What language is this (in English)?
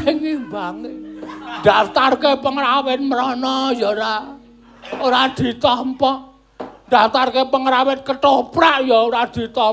Javanese